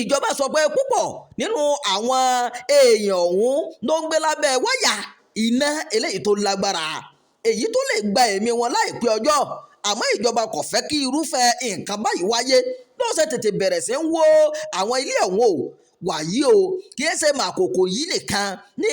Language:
Yoruba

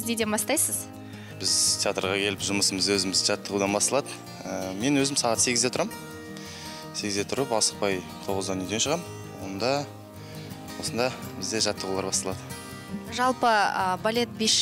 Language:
Kazakh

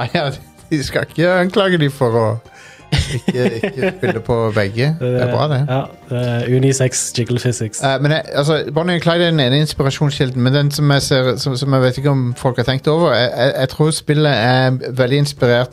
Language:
Norwegian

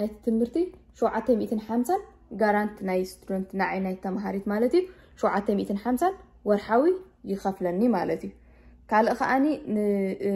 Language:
Tigrinya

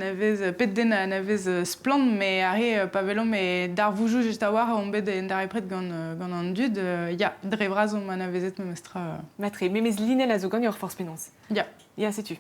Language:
Breton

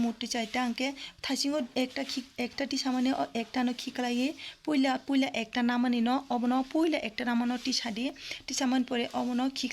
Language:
Kok Borok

